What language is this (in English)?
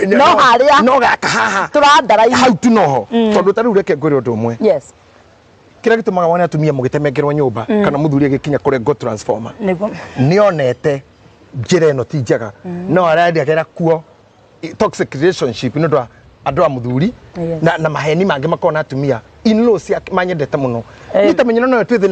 Kikuyu